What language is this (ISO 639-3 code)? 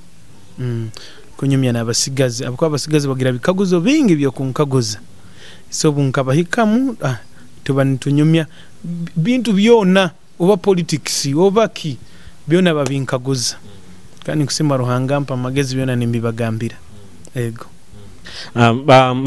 nyo